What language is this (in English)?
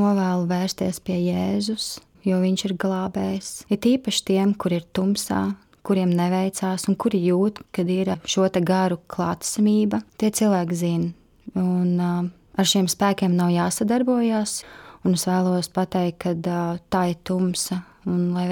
Latvian